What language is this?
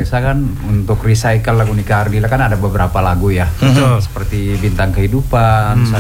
Indonesian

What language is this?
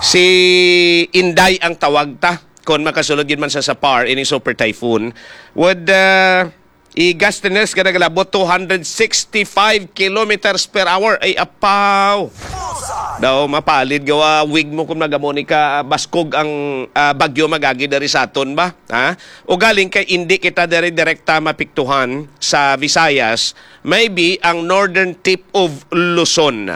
Hiligaynon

